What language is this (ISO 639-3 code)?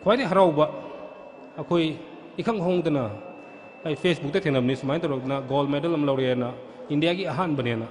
mni